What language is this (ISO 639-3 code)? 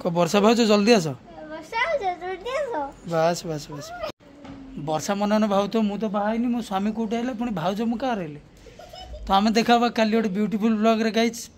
ori